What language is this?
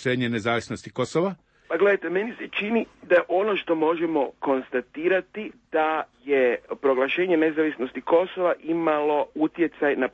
Croatian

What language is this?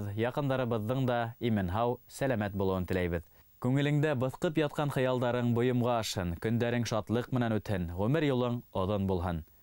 Bashkir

